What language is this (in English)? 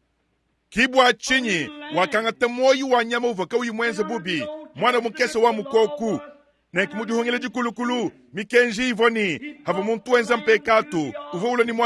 Luba-Lulua